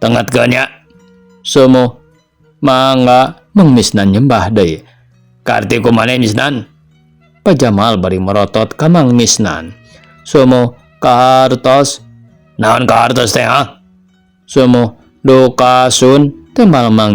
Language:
Sundanese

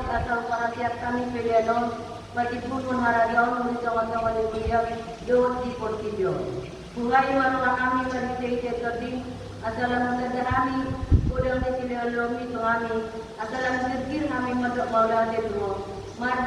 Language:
Batak Toba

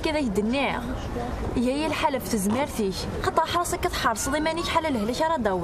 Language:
Kabyle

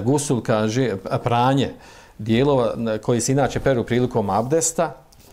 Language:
Bosnian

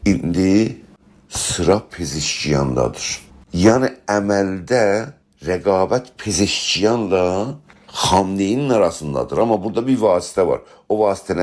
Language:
South Azerbaijani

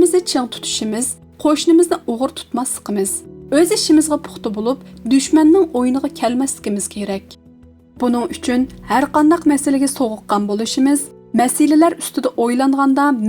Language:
Uyghur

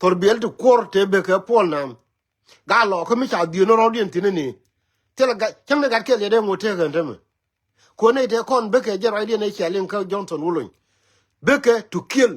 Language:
Nuer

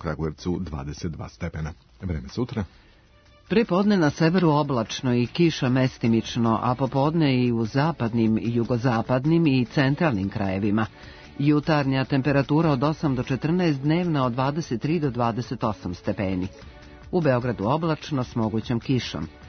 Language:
Serbian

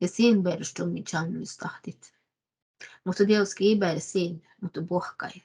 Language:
Northern Sami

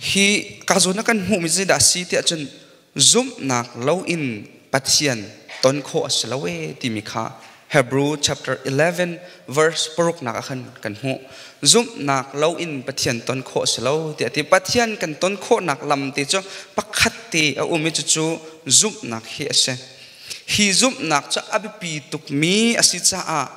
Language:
Hakha Chin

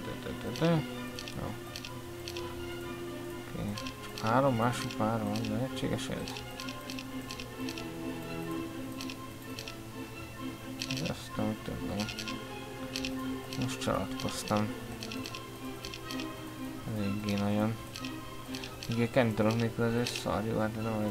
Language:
Hungarian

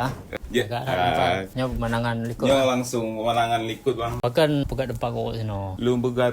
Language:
Achinese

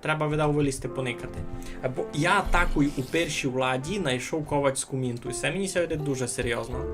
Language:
Rusyn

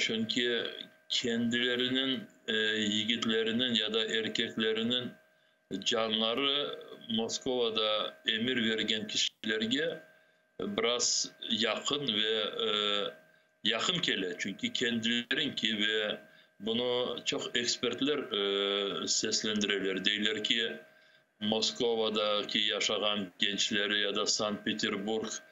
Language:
Crimean Tatar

